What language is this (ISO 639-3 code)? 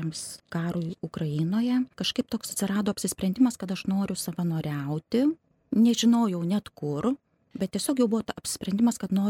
lit